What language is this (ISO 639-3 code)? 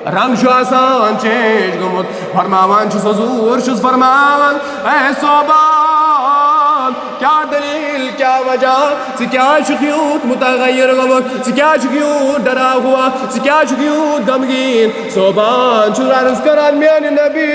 kas